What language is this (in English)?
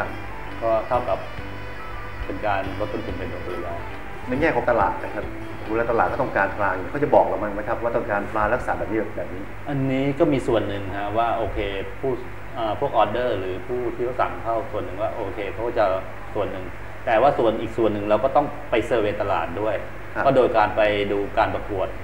Thai